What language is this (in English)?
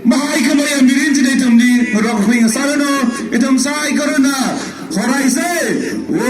Tangkhul Naga (India)